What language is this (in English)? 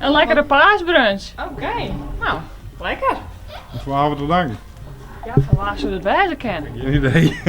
Western Frisian